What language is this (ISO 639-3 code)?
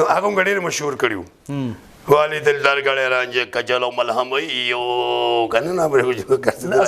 pus